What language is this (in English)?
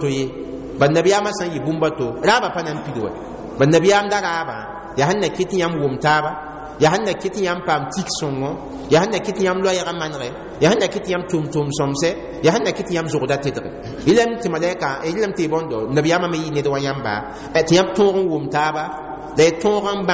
Mossi